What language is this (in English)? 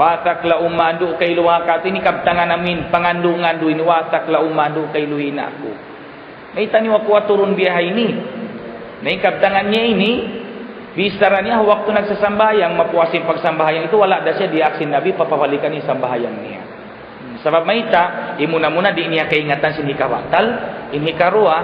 Tausug